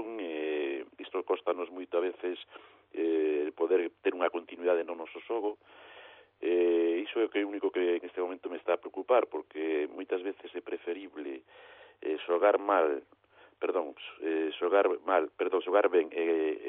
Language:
Galician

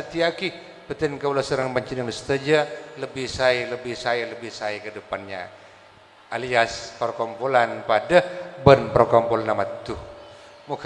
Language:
Madurese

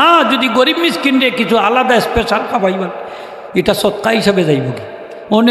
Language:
Sylheti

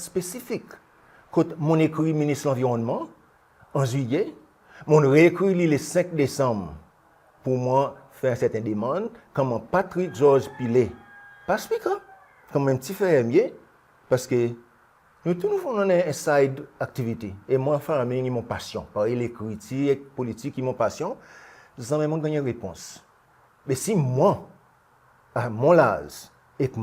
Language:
Seselwa Creole French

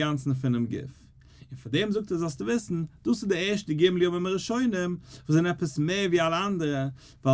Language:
Yiddish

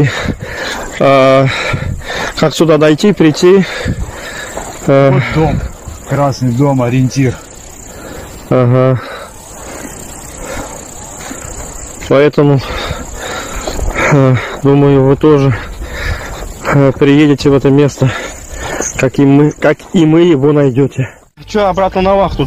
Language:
Russian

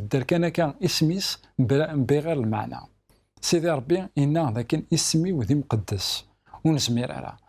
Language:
Kabyle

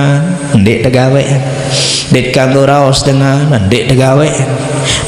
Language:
Sasak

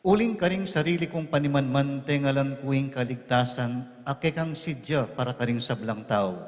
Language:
Pampanga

